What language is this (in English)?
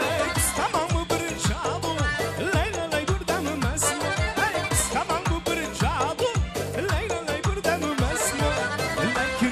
Kara-Kalpak